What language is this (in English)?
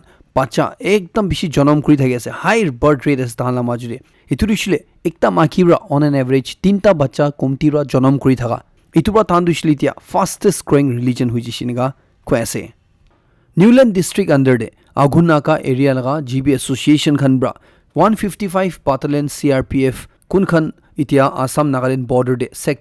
Naga Pidgin